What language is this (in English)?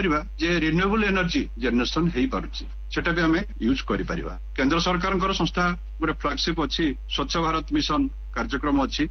Odia